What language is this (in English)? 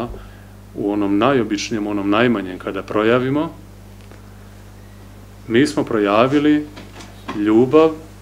Serbian